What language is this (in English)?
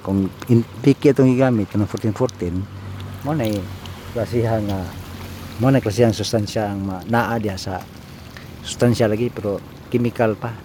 Cebuano